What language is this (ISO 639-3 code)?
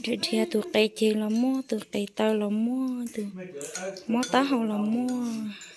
hmn